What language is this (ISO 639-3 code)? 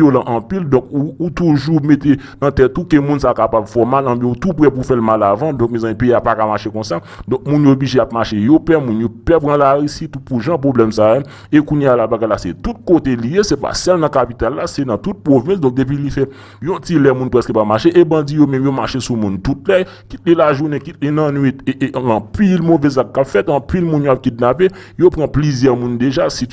hat